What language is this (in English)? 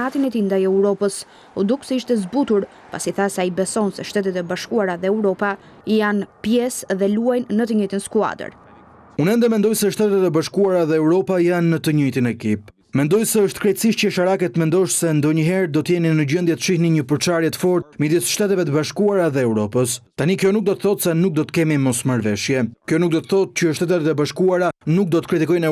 Albanian